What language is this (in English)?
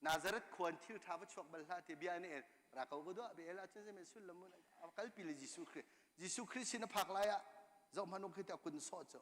Hakha Chin